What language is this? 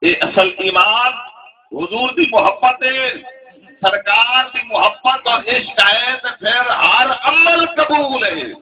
Saraiki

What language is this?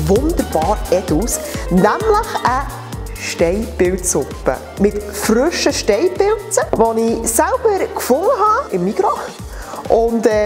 Swiss German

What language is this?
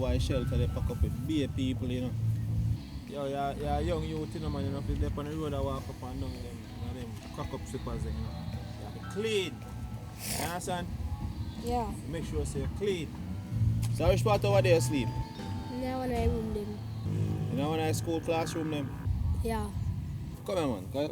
Jamaican Creole English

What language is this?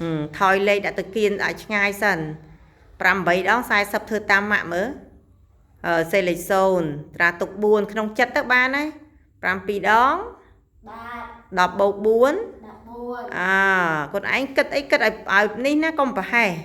Khmer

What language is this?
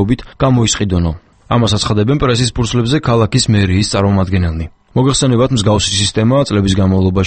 Georgian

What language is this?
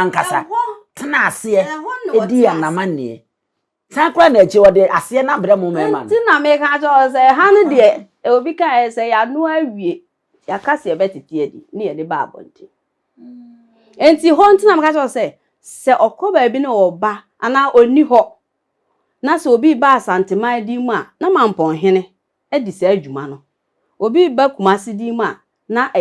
Akan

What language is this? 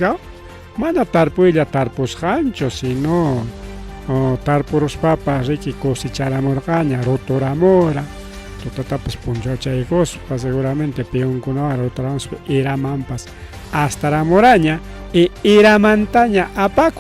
Ayacucho Quechua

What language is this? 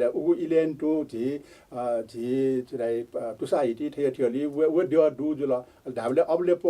Newari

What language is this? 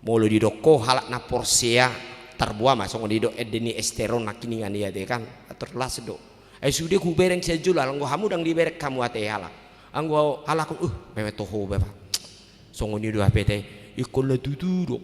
Batak Toba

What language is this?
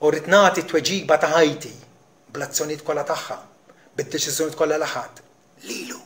Maltese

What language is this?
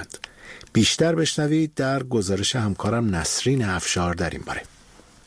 Persian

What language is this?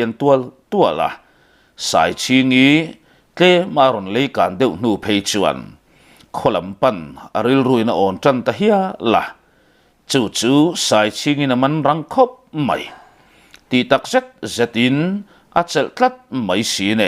Mizo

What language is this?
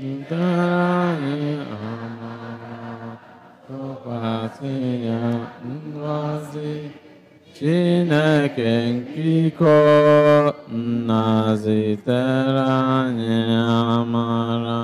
Igbo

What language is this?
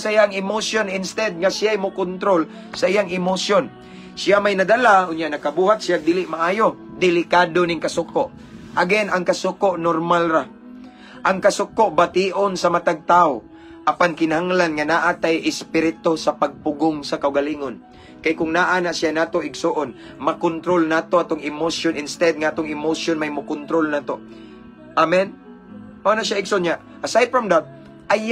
Cebuano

